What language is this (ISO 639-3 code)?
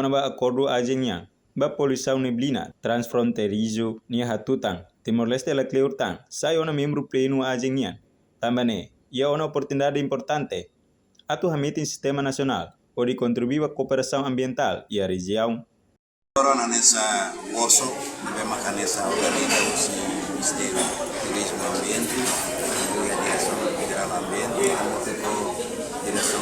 tet